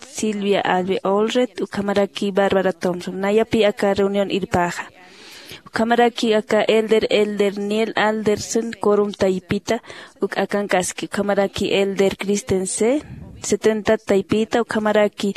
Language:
Aymara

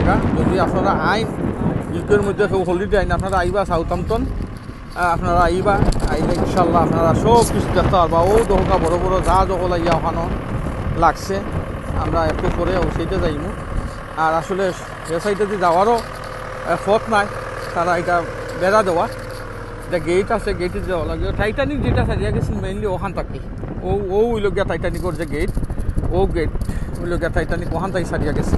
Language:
Sylheti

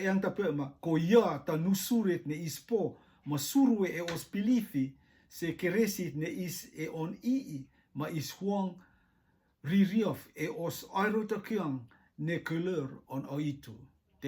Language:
Rotuman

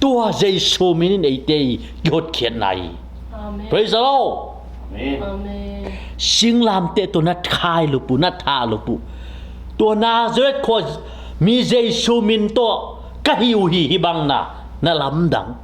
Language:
Tedim Chin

